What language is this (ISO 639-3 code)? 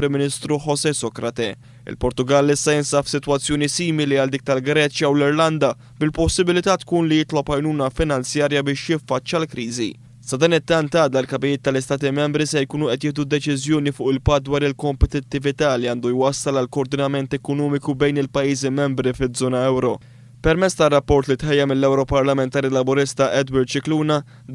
mlt